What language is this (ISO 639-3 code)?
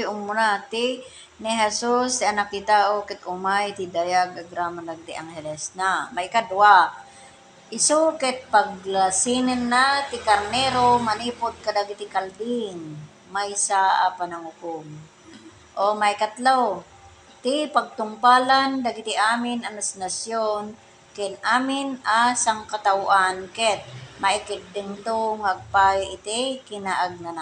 ilo